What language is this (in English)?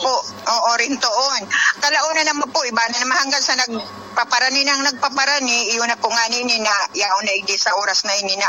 Bikol